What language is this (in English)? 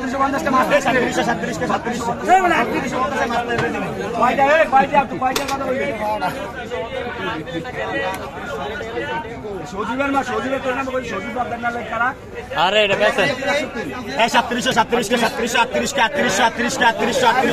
Bangla